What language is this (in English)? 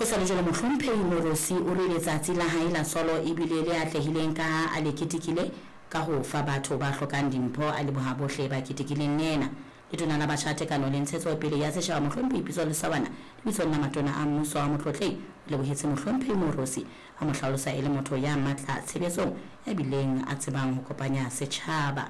Southern Sotho